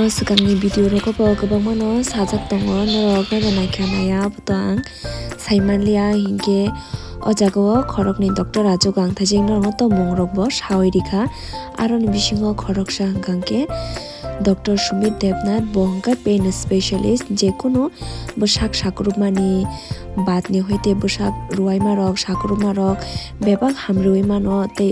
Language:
Kok Borok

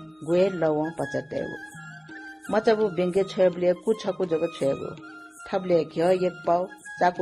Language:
Newari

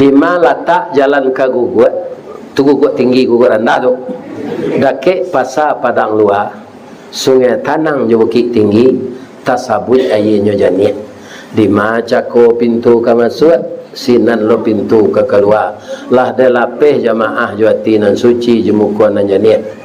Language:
Minangkabau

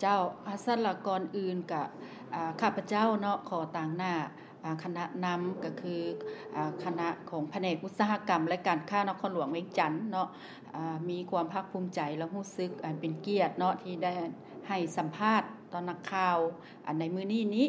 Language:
Lao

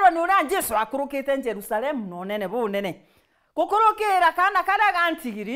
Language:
Meru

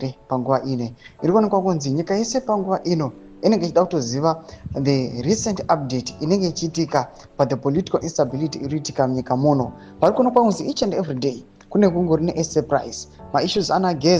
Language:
Shona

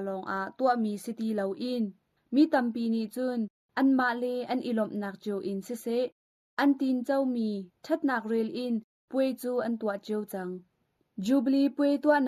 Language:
Hakha Chin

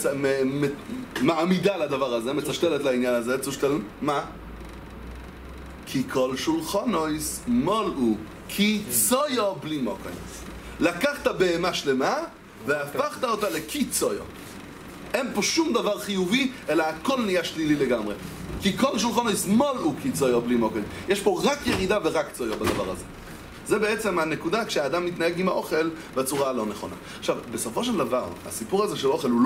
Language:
Hebrew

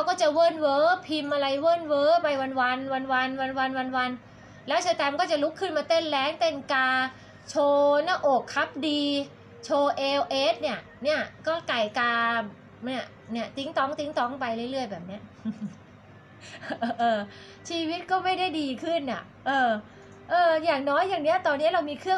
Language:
Thai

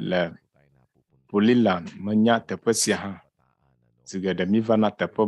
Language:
Ewe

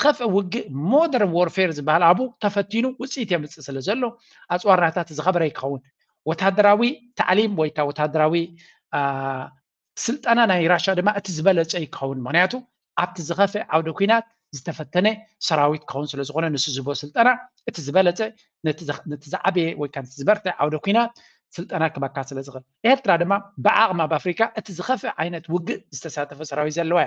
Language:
Tigrinya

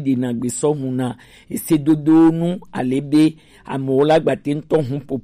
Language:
Gen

